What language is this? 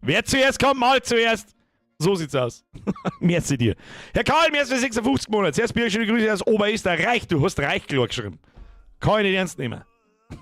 Bavarian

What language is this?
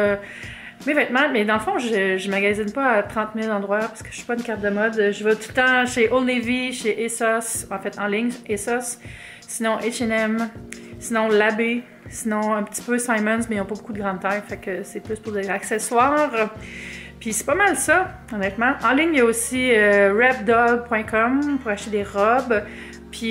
French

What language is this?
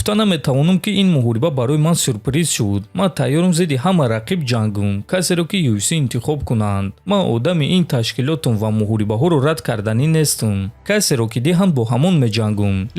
Tajik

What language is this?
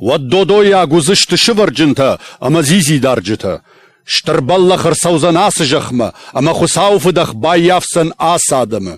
Ossetic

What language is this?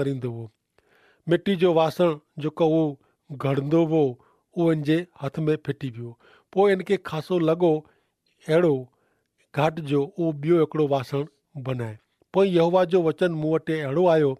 Kachhi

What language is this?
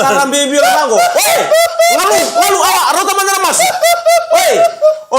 Fijian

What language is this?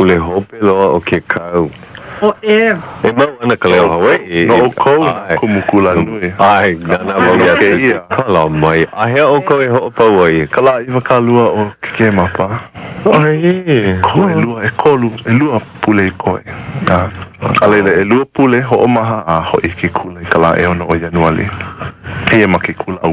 Hawaiian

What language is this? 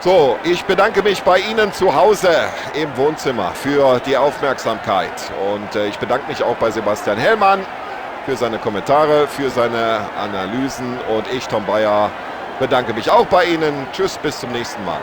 Bavarian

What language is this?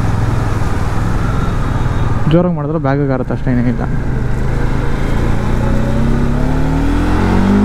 Kannada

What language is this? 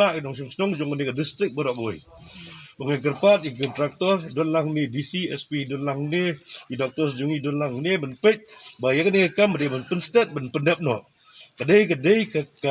Khasi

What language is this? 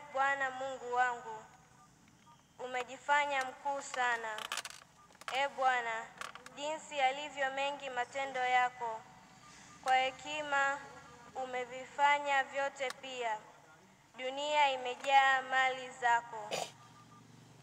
Swahili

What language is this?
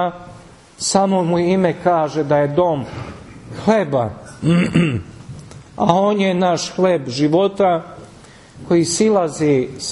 Serbian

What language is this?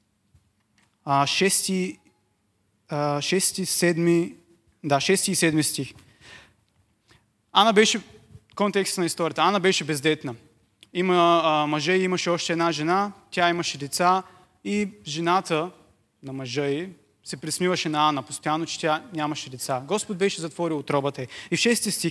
Bulgarian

